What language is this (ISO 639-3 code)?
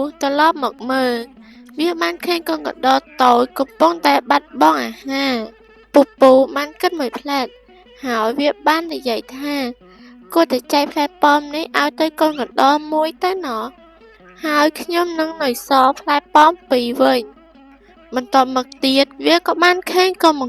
khm